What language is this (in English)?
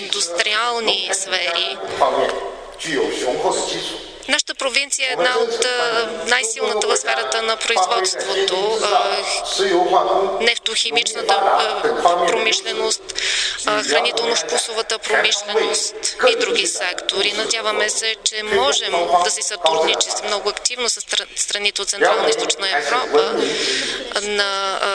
Bulgarian